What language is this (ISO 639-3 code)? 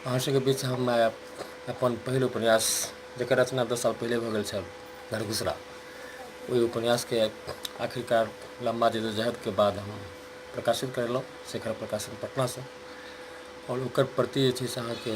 mai